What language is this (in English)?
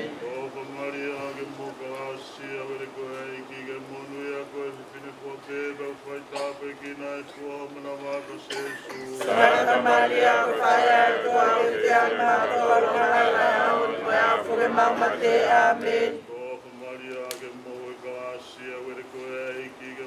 Tongan